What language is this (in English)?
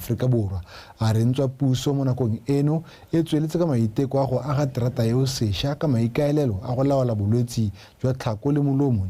Tswana